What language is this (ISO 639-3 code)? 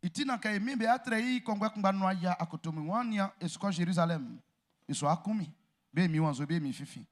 bci